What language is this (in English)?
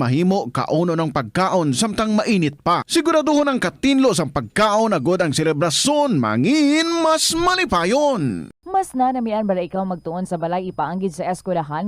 Hiligaynon